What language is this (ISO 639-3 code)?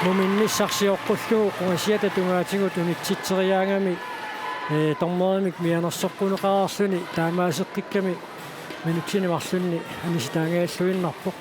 kal